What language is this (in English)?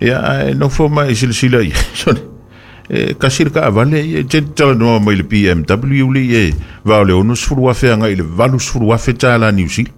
Samoan